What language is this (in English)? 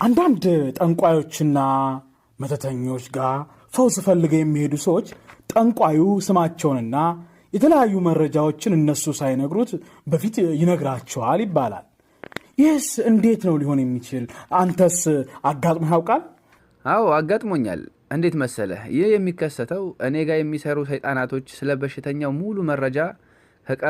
Amharic